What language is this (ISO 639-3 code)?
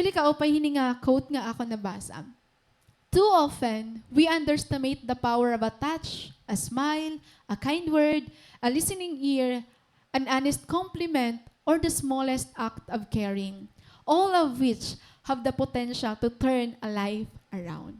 war